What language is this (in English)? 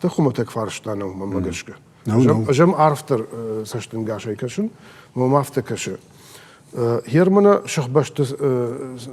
Ossetic